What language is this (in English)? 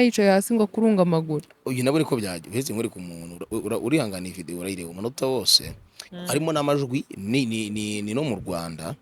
Kinyarwanda